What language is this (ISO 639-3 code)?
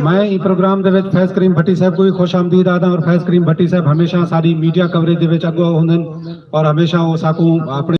skr